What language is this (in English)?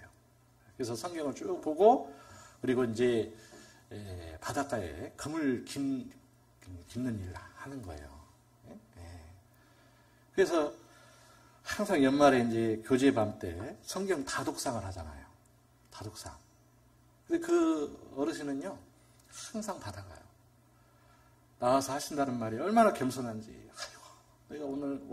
Korean